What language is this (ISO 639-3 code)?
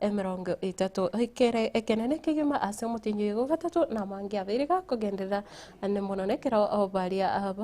guz